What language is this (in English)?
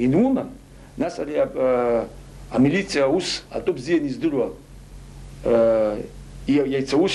Abkhazian